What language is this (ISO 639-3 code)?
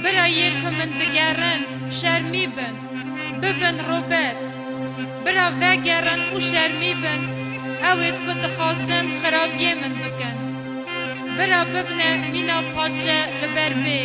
kur